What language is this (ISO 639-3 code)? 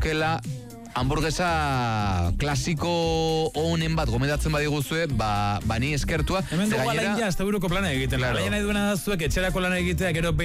eus